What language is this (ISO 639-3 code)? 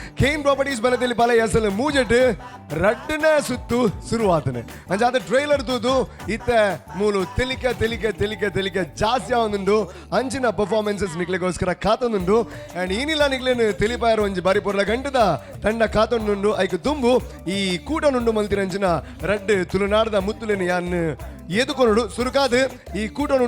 tcy